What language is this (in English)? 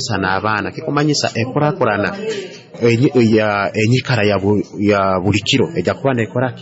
Nyoro